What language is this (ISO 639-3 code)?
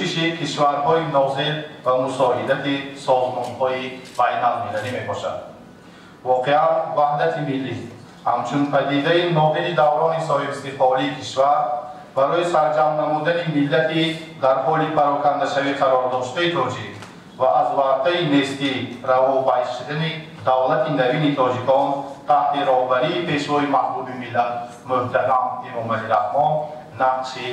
tgk